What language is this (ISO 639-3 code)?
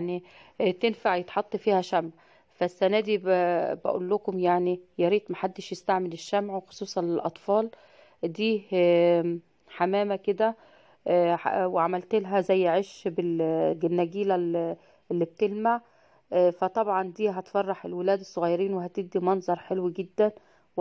arz